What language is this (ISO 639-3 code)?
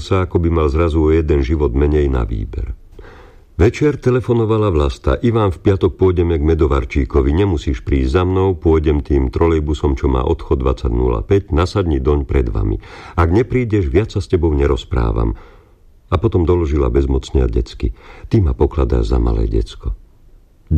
slk